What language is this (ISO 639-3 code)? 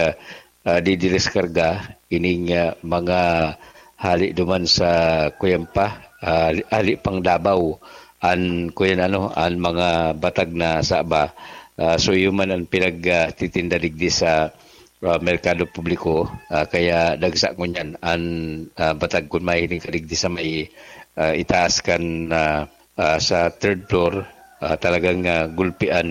bik